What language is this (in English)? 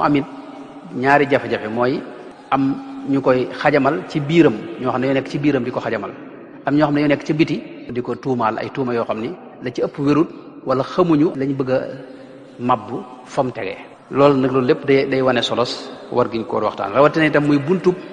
Wolof